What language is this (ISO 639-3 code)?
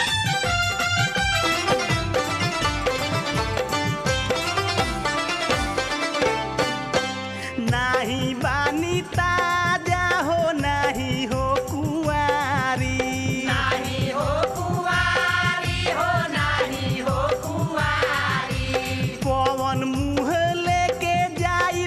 bho